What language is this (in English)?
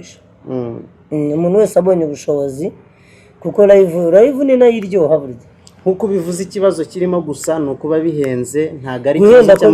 Kinyarwanda